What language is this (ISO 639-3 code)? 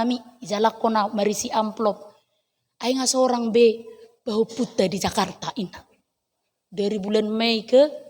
bbc